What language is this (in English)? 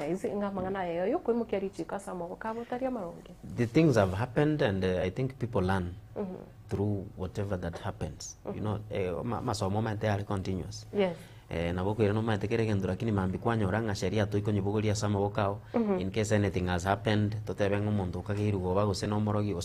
Gusii